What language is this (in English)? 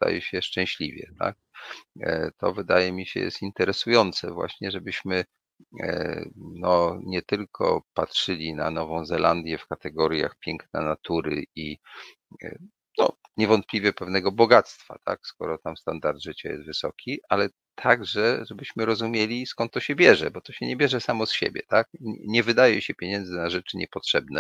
Polish